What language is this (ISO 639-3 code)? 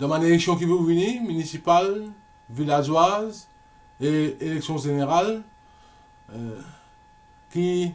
mfe